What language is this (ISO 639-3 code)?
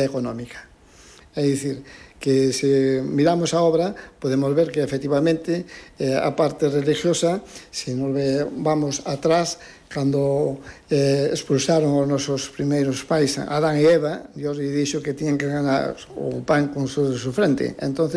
glg